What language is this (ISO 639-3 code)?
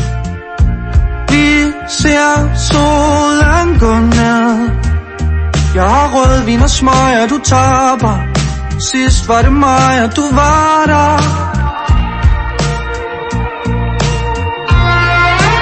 dan